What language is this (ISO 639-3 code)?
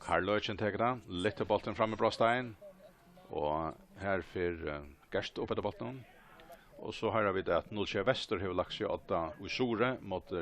fao